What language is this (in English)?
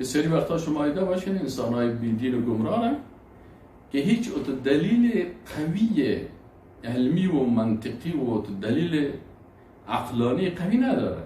Persian